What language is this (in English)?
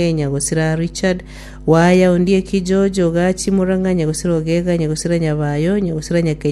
Gusii